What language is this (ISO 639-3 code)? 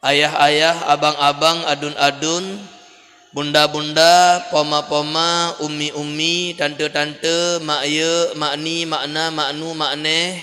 ace